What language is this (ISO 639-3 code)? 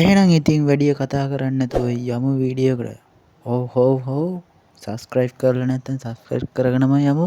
sin